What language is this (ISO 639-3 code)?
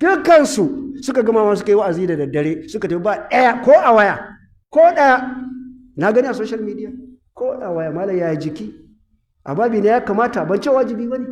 hau